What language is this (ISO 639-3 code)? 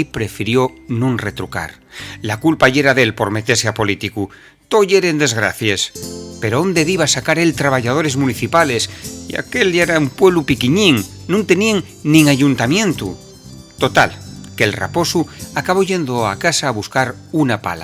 ast